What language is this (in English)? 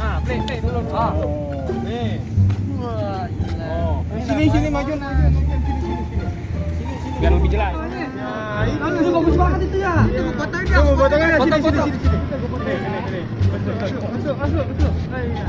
Betawi